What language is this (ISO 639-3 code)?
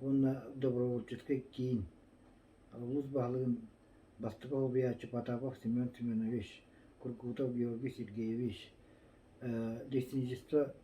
sah